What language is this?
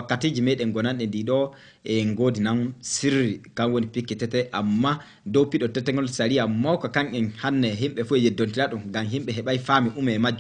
Fula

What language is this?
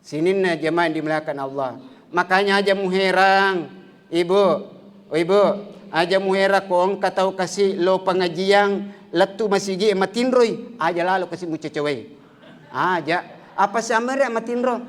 Buginese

